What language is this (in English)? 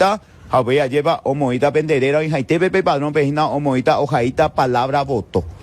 Guarani